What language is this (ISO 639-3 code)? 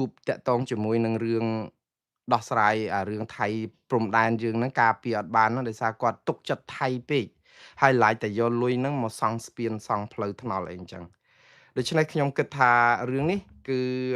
khm